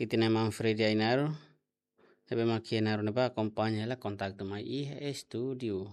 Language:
Tetum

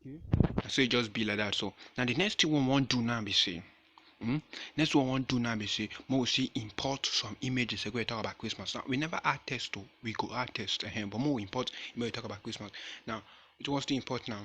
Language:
Nigerian Pidgin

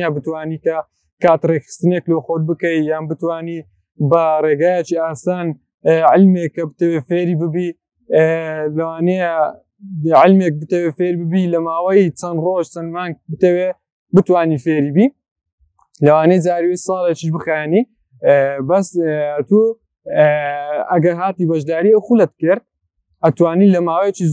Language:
Central Kurdish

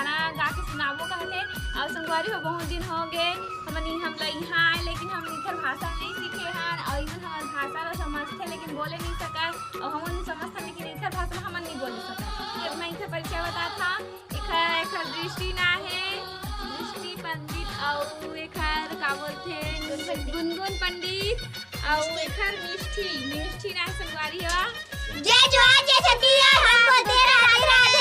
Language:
Chhattisgarhi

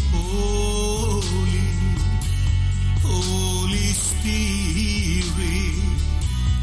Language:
Malayalam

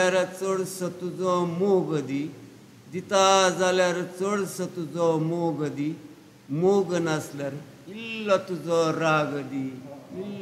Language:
Konkani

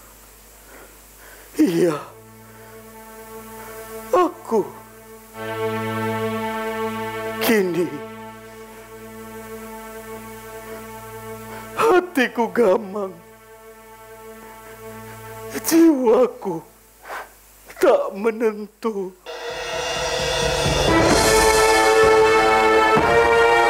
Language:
Indonesian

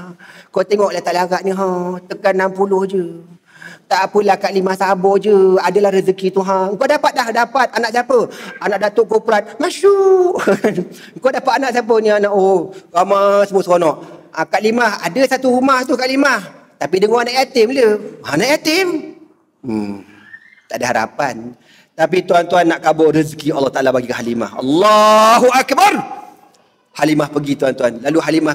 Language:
Malay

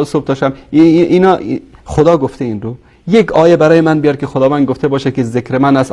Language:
Tajik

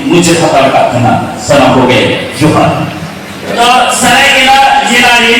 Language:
Santali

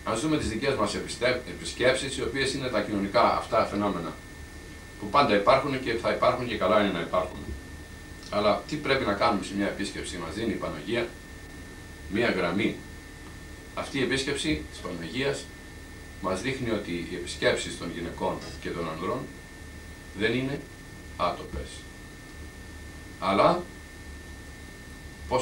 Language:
Greek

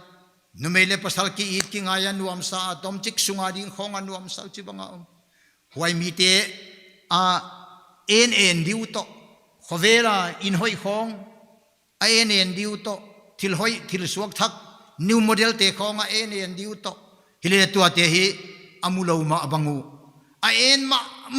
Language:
Paite Chin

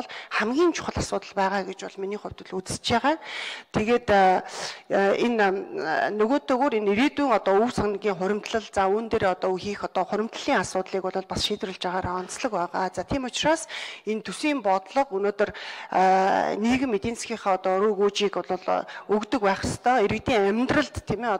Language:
Mongolian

